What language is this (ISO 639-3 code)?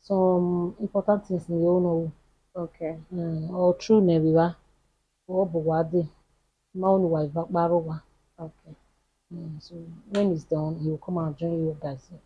bin